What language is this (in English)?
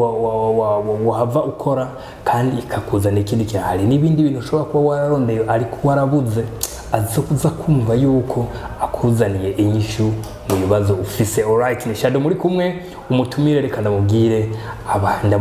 Rundi